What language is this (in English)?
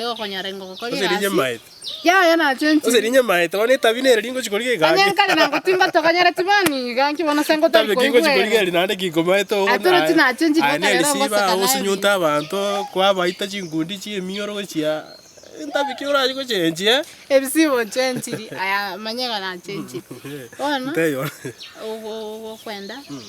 Gusii